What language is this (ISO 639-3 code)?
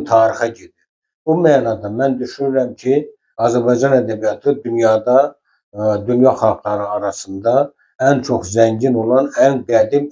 aze